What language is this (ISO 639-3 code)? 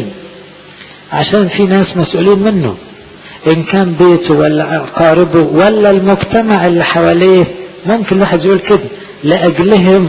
arz